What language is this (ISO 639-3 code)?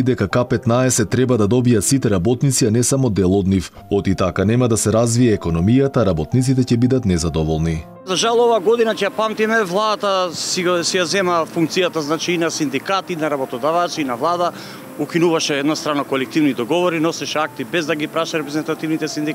mkd